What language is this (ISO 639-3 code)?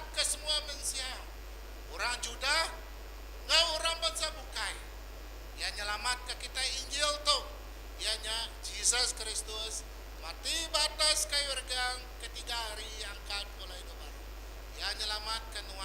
iba